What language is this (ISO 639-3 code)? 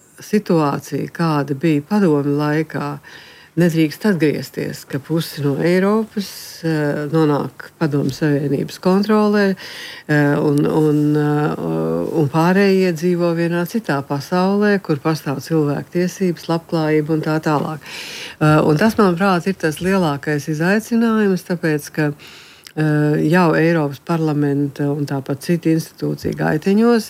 lav